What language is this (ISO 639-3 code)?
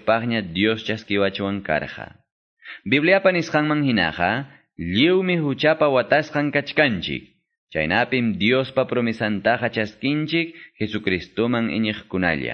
que